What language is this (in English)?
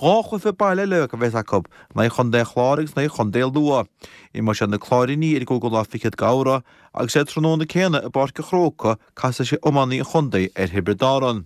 Irish